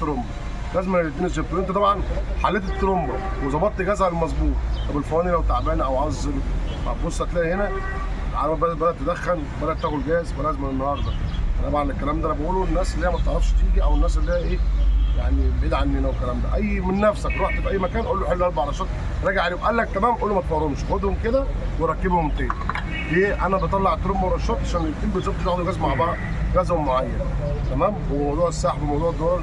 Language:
Egyptian Arabic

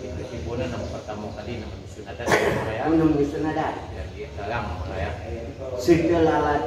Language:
Minangkabau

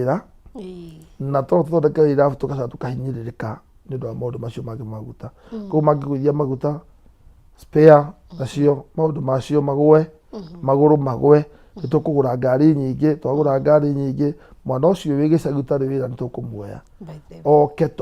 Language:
Kikuyu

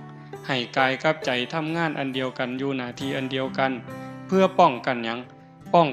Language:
Northeastern Thai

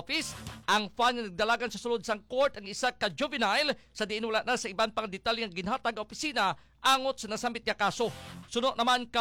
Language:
Hiligaynon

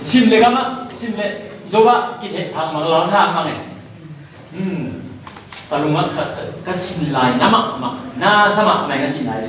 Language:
Tedim Chin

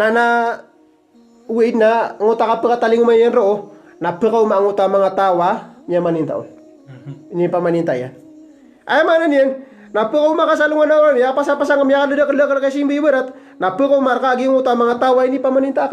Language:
Maranao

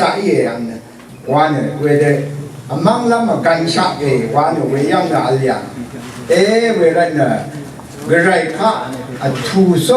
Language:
Rawang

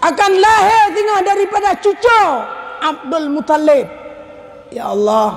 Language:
Achinese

